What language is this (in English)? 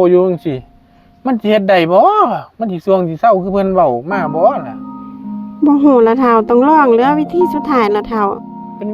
Northeastern Thai